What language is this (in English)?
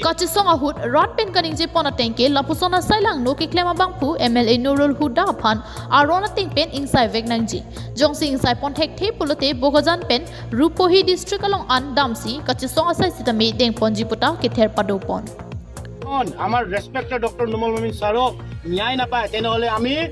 Karbi